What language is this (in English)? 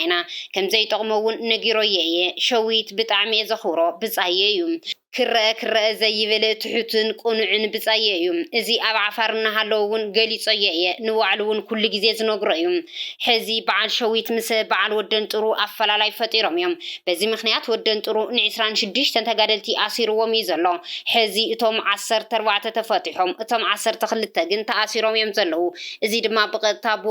Tigrinya